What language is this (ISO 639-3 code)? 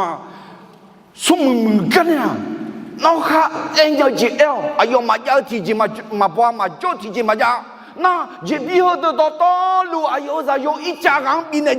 ahk